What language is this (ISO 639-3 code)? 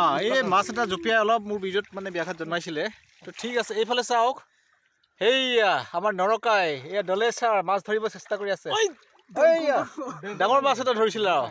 asm